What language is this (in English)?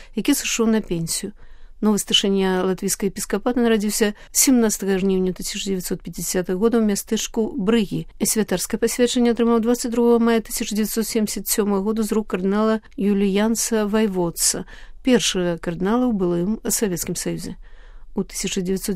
Belarusian